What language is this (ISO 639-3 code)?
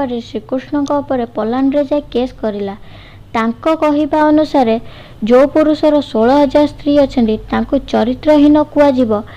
ori